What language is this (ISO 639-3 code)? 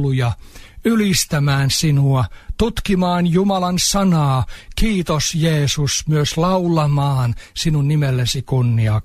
fin